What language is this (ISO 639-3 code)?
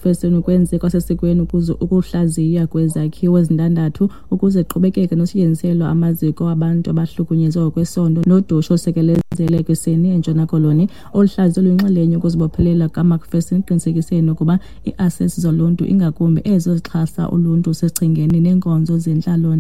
xho